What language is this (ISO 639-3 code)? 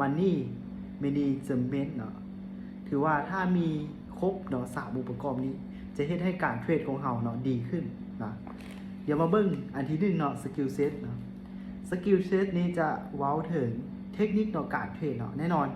lao